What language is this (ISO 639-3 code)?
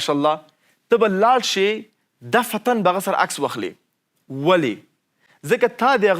pus